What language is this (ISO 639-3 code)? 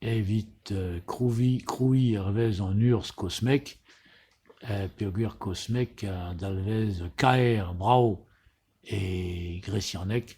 bre